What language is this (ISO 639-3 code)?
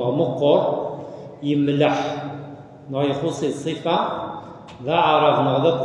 kab